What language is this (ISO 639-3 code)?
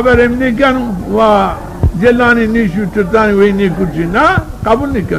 zza